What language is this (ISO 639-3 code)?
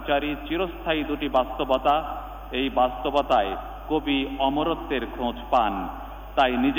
ben